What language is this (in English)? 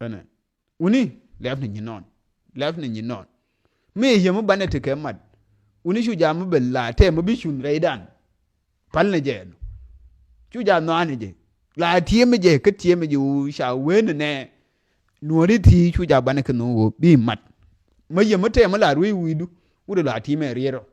Nuer